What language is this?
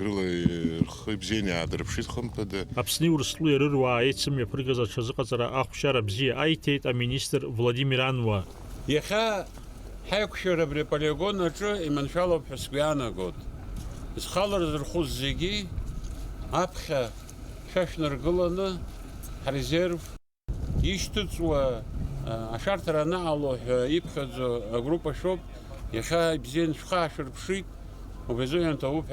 Abkhazian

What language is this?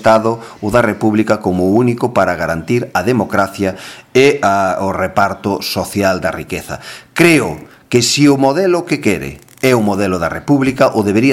Galician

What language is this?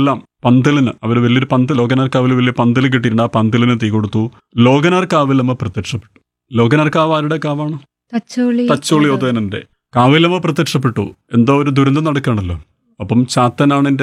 Malayalam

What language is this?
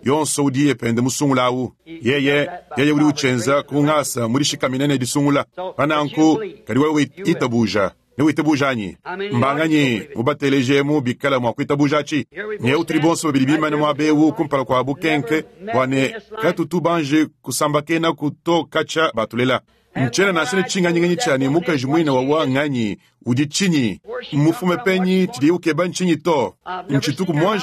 Luba-Lulua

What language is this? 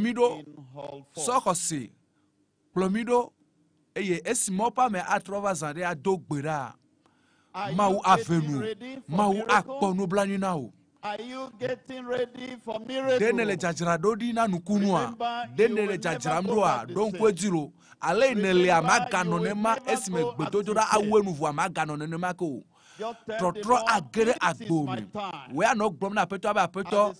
Ewe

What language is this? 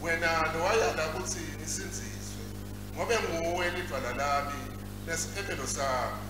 Swati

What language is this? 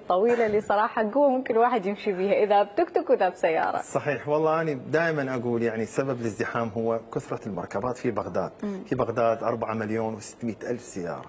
Mesopotamian Arabic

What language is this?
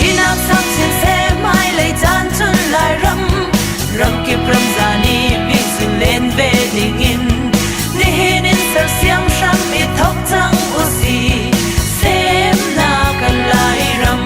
Hakha Chin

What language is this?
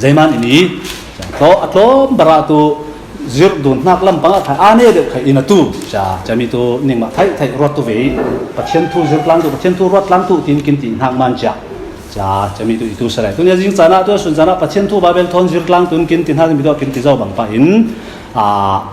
Falam Chin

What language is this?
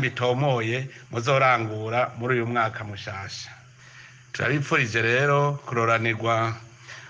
Rundi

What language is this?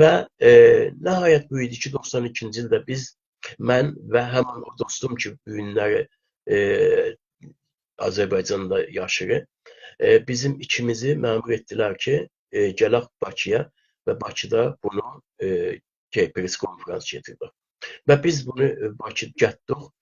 South Azerbaijani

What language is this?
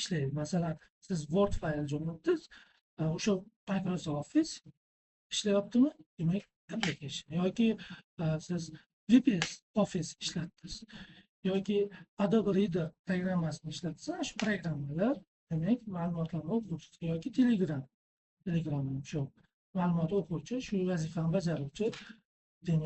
Uzbek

